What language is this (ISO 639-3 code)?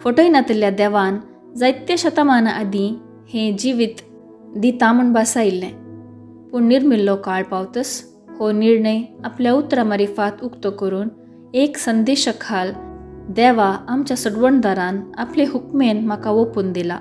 kok